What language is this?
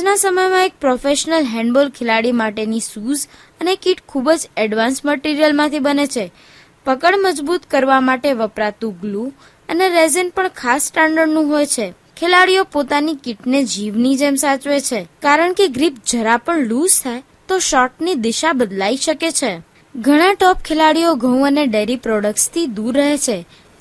Gujarati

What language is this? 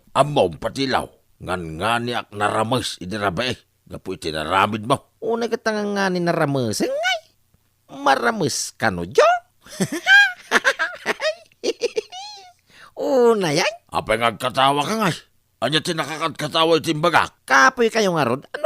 Iloko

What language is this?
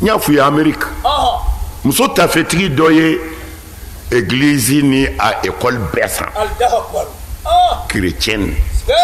Bambara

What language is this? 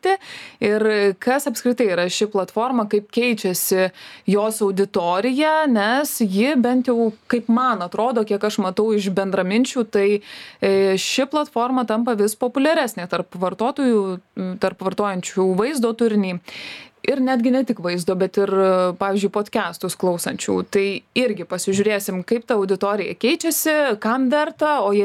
Lithuanian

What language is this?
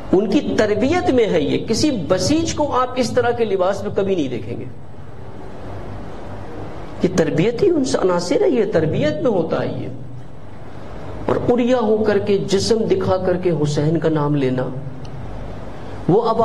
Urdu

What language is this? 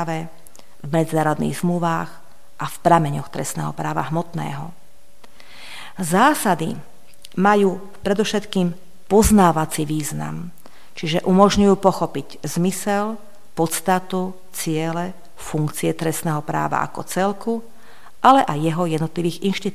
Slovak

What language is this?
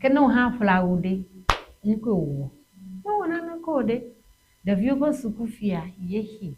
Ewe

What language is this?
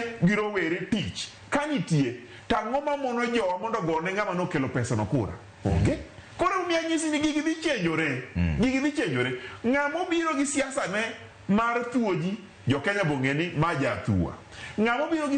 Luo (Kenya and Tanzania)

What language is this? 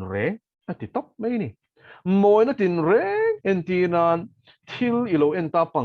Mizo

